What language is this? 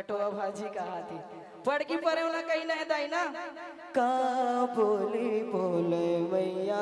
Chhattisgarhi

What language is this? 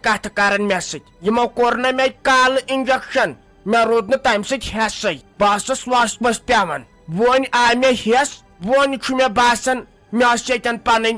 Kashmiri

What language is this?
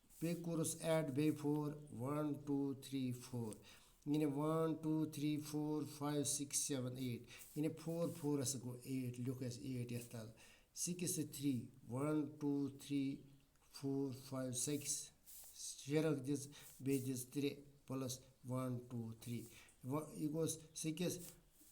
Kashmiri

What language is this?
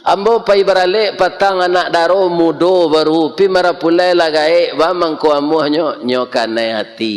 Minangkabau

